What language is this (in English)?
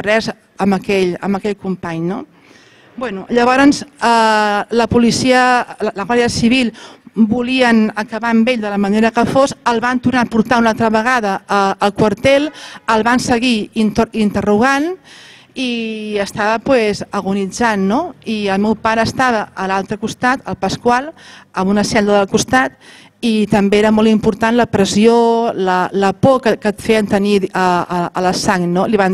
Catalan